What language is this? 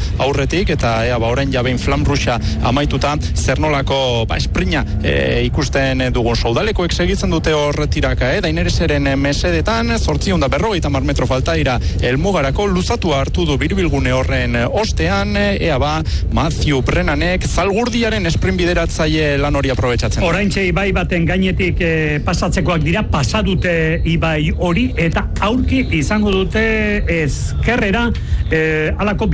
Basque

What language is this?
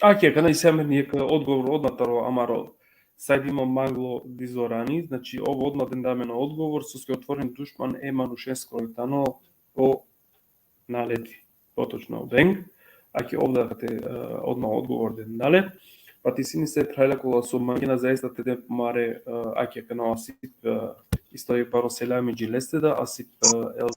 Balkan Romani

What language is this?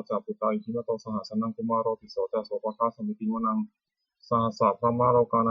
Pali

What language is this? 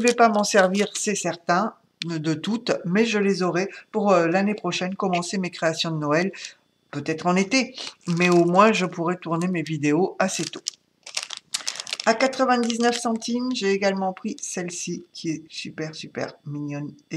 French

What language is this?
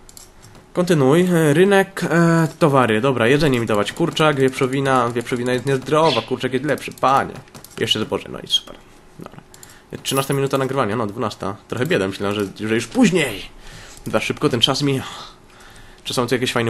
Polish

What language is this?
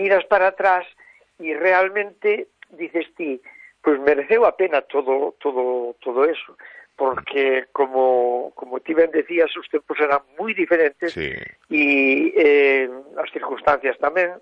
Galician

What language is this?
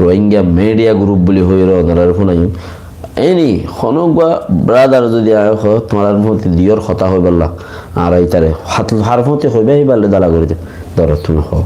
Rohingya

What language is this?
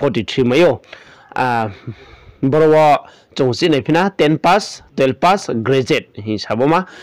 Riang (India)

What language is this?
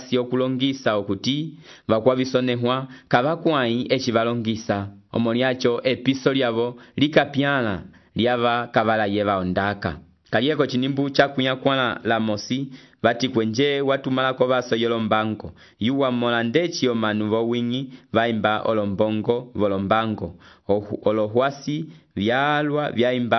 Umbundu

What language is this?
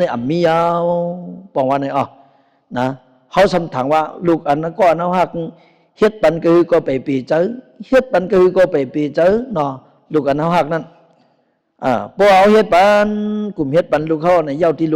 Shan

